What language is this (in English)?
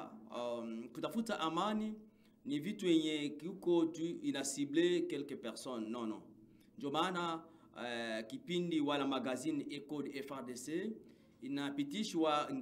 Swahili